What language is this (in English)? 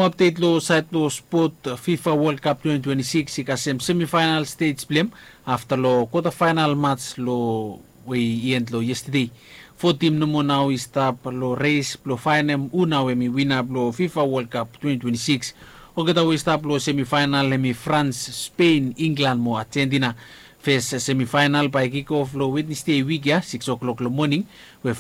Bislama